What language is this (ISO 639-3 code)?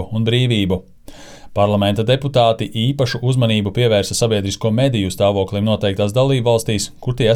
lav